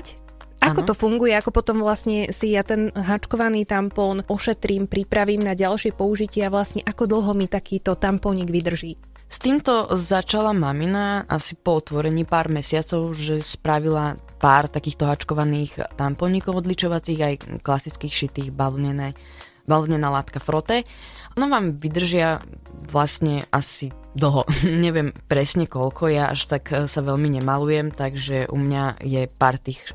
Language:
Slovak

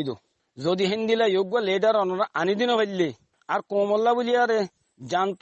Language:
Rohingya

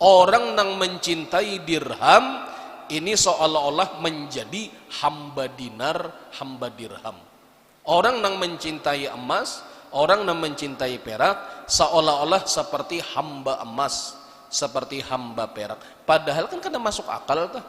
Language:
Banjar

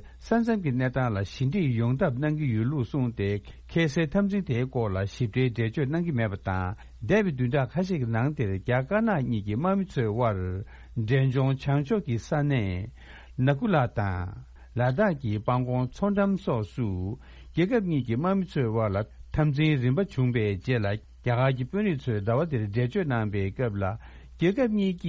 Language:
Tibetan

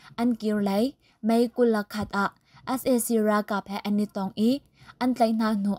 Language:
Hakha Chin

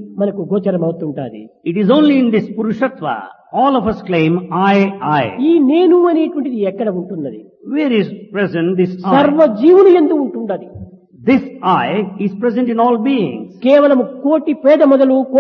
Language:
Telugu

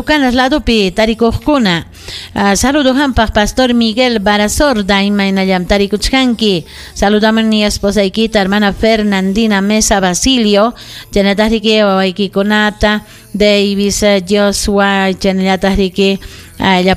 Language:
Ayacucho Quechua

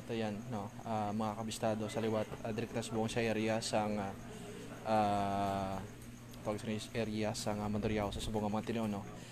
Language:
Hiligaynon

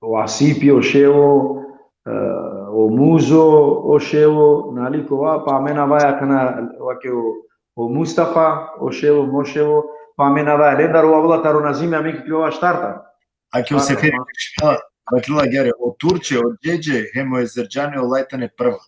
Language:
Balkan Romani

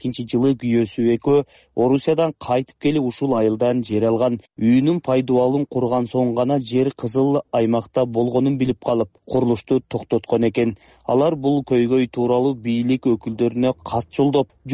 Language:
Kyrgyz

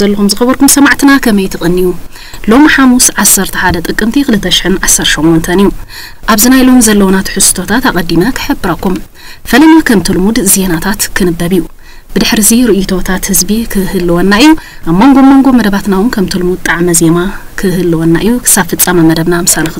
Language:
Tigrinya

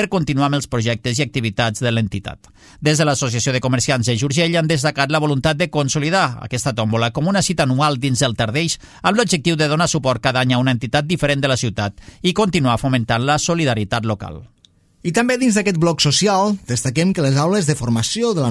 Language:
Catalan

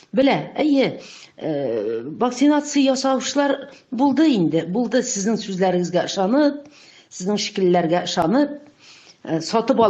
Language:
Tatar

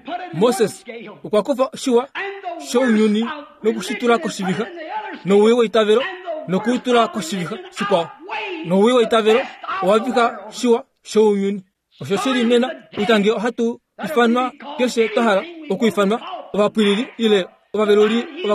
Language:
Kuanyama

